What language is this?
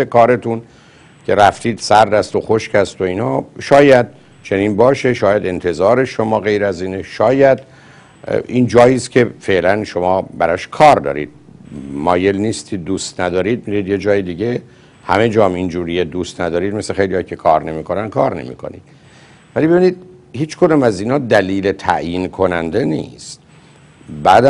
Persian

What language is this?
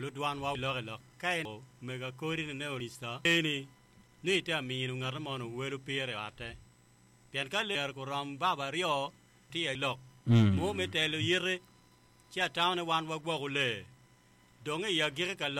Acoli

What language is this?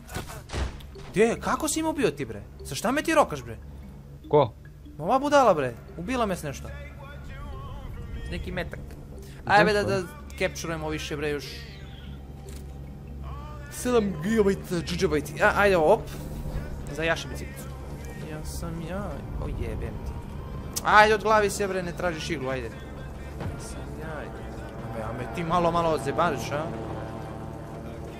Serbian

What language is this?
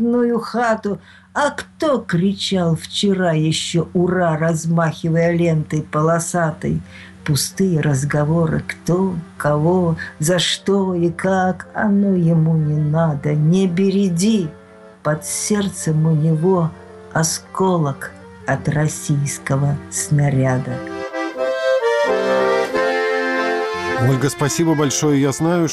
Russian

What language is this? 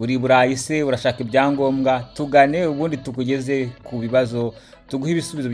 Kinyarwanda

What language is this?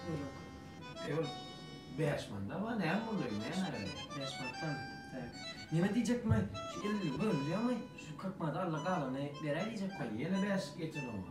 Turkmen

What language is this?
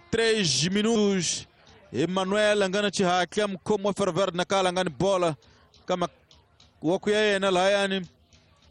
Tsonga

